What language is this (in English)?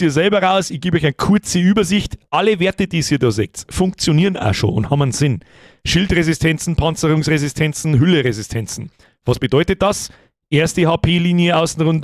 Bavarian